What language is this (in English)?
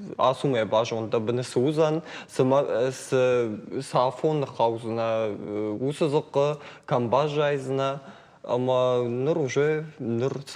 Ossetic